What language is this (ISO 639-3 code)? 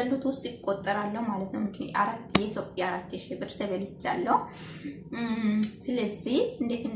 amh